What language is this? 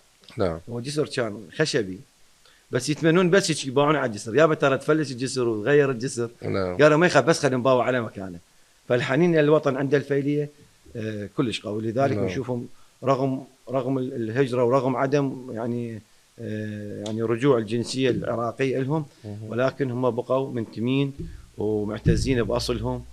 Mesopotamian Arabic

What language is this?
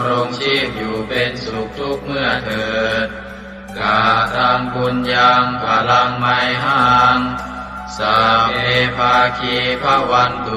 Pali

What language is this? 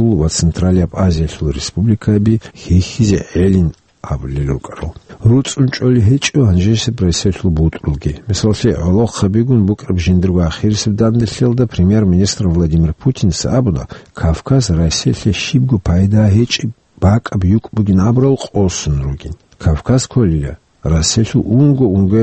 Avaric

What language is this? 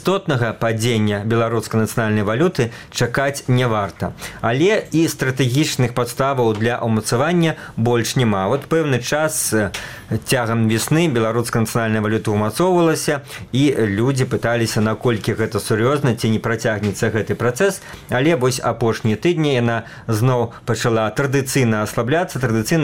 Belarusian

